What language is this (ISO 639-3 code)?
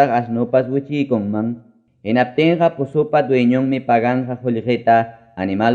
quy